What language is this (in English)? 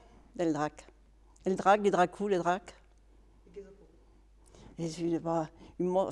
Occitan